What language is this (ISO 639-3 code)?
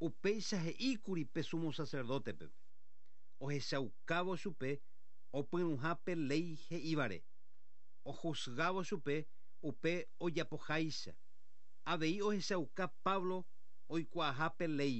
grn